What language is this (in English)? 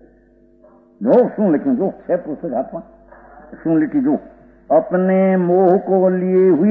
Gujarati